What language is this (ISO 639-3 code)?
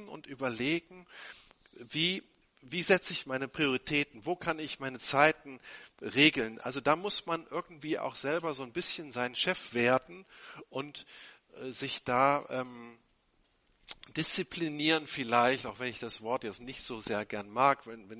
deu